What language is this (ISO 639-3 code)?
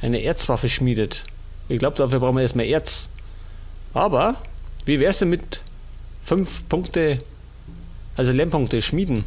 bar